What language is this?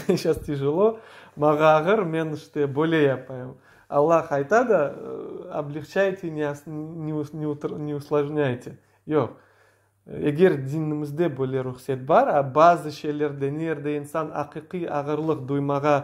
Crimean Tatar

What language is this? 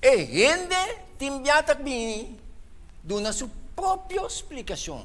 Papiamento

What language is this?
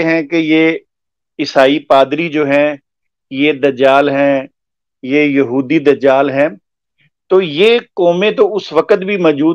Urdu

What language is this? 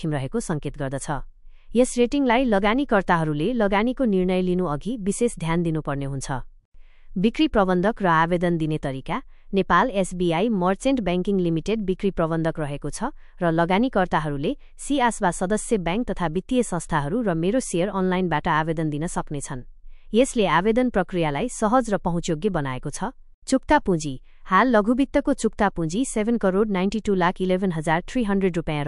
Nepali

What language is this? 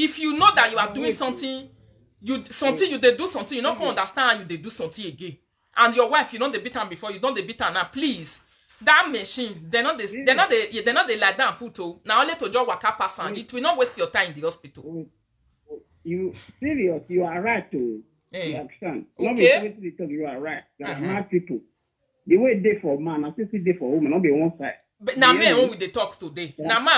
Nigerian Pidgin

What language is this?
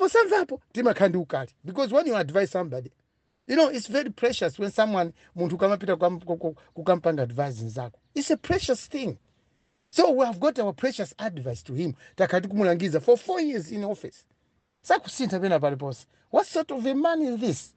Nyanja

